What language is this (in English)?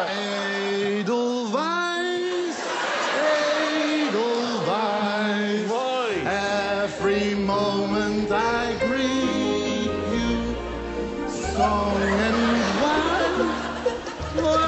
Dutch